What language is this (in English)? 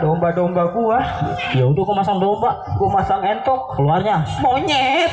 Betawi